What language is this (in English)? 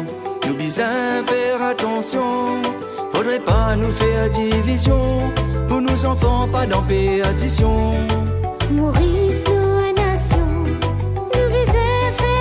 Morisyen